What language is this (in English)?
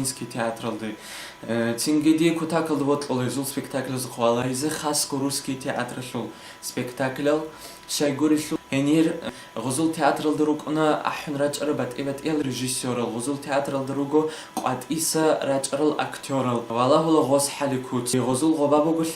Avaric